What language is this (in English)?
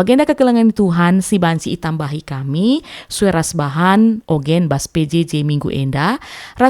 Batak Karo